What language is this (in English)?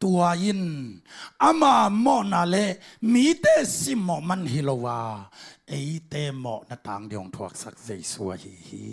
Tedim Chin